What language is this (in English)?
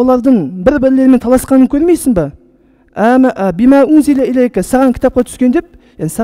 Kazakh